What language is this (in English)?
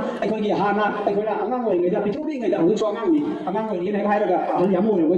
Manipuri